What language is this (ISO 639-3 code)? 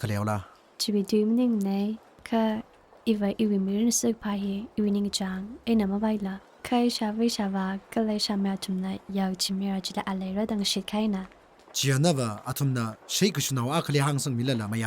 nmf